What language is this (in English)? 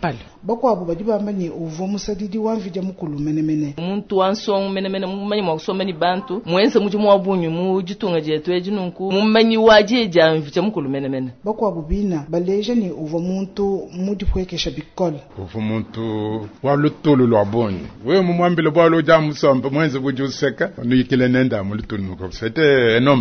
Luba-Lulua